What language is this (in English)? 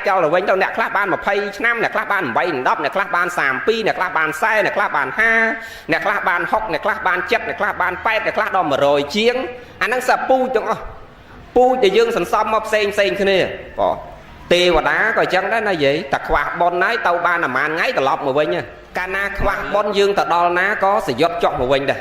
Khmer